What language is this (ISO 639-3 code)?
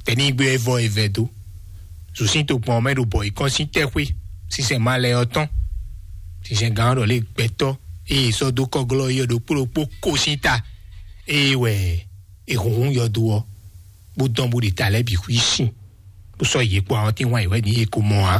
fon